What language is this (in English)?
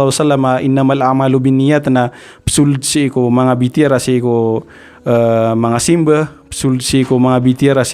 Maranao